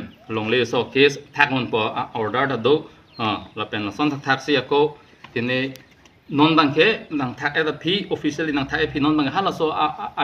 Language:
Karbi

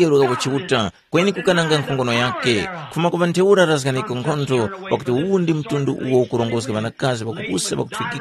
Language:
Tumbuka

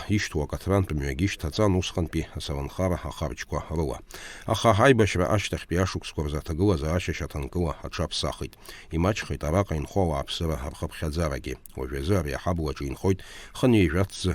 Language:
Abkhazian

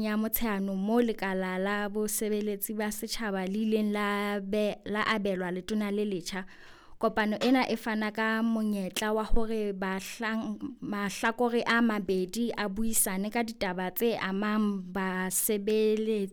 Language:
Southern Sotho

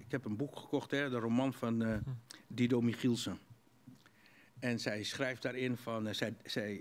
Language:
Dutch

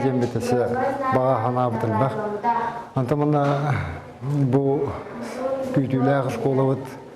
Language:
Yakut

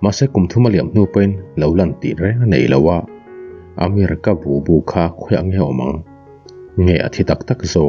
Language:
Mizo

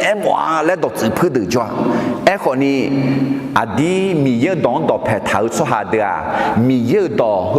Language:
Akha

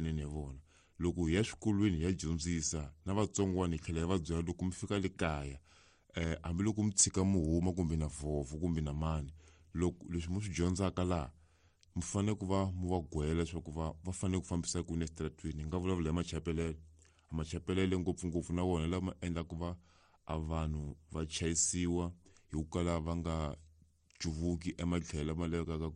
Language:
Tsonga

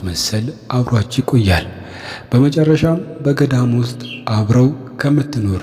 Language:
Amharic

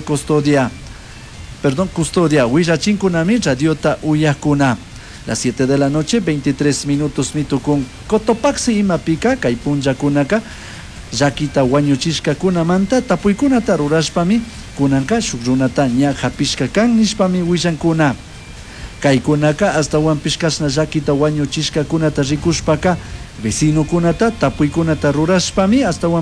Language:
Chimborazo Highland Quichua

